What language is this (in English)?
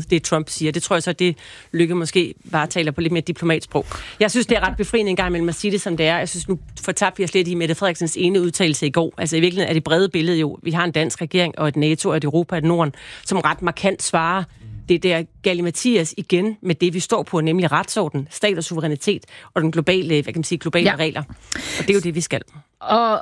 Danish